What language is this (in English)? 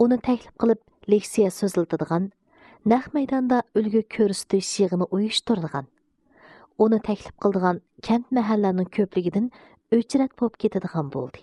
Uyghur